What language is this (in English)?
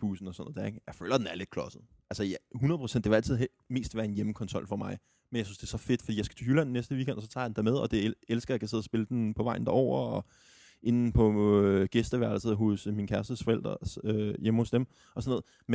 Danish